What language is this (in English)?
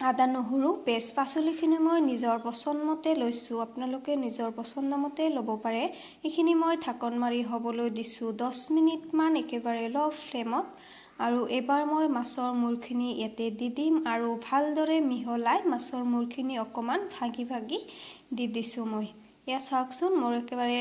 Assamese